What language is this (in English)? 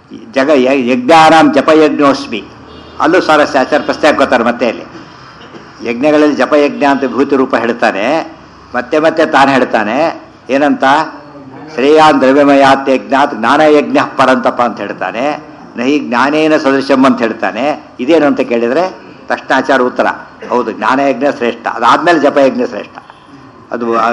Kannada